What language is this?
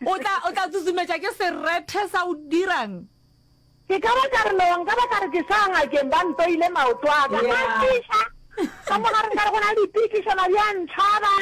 Northern Sotho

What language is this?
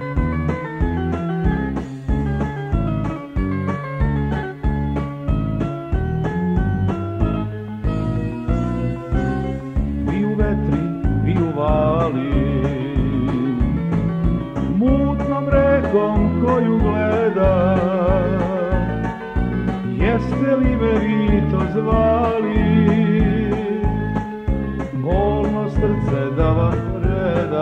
Serbian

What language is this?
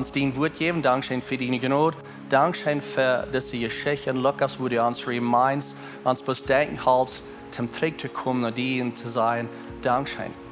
Plautdietsch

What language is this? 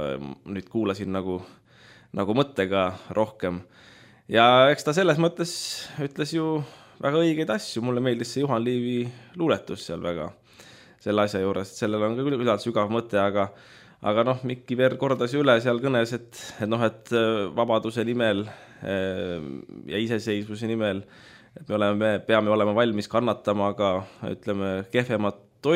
Estonian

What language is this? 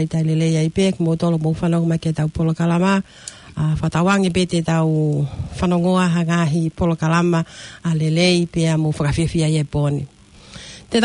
Tongan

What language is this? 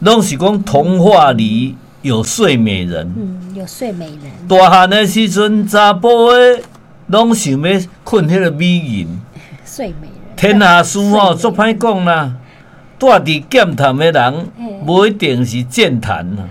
Min Nan Chinese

